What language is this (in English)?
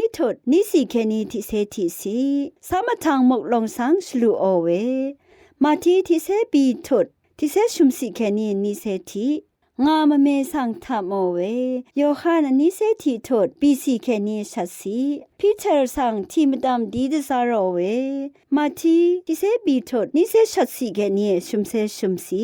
Rawang